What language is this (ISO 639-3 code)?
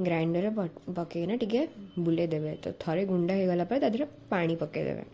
ori